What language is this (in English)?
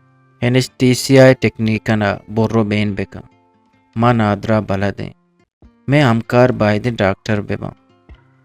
Eastern Balochi